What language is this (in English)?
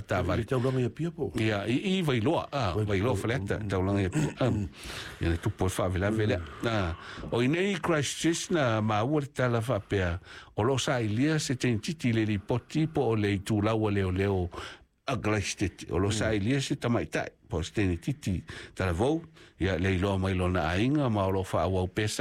Samoan